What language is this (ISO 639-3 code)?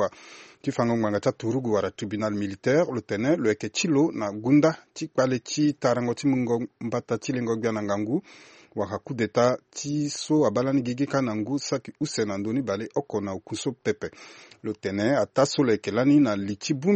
sag